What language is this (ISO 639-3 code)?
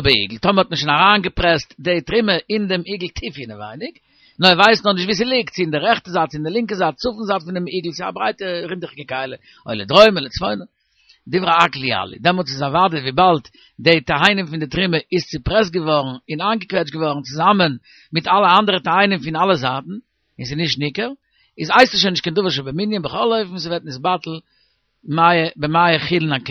yid